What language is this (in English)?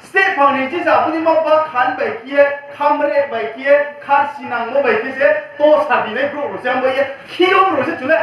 Riang (India)